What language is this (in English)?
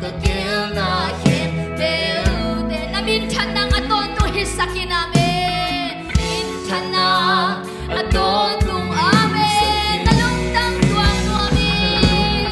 Tedim Chin